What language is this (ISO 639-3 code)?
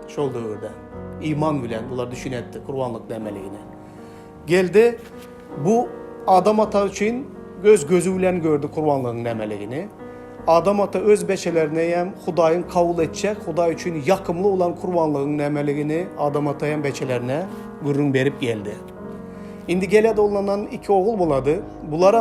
tuk